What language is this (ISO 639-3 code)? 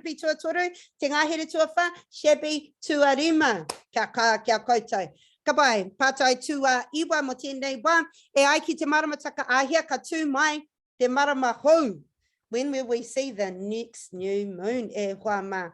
mri